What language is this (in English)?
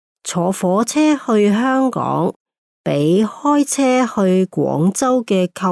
Cantonese